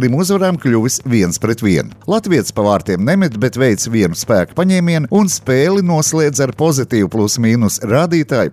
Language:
Latvian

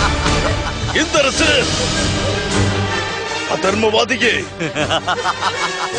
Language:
Tamil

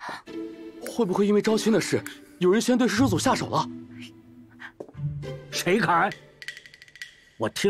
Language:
Chinese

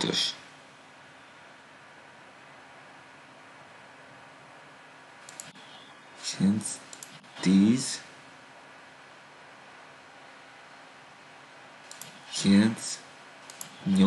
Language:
Hungarian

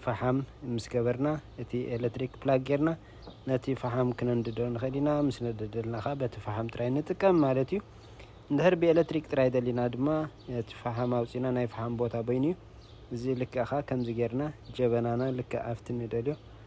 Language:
Tigrinya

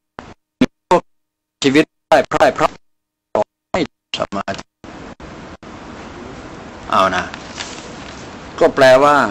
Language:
Thai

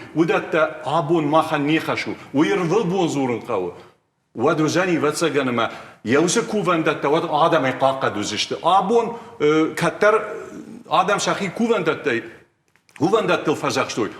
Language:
Ossetic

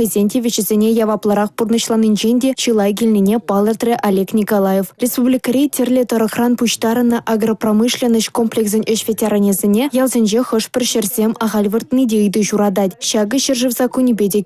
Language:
Chuvash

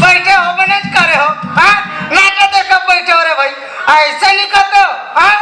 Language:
Chhattisgarhi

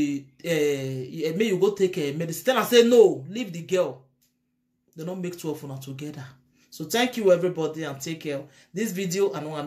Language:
Nigerian Pidgin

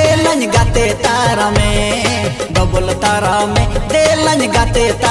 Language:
Santali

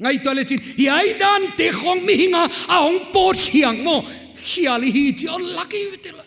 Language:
Paite Chin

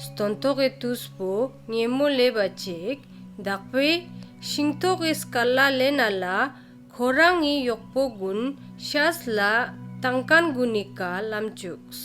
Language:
Ladakhi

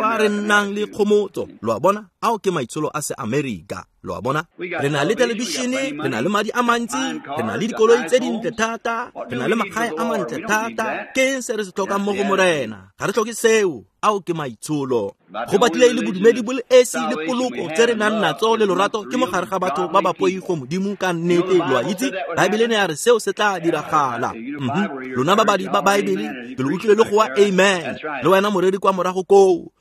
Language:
Tswana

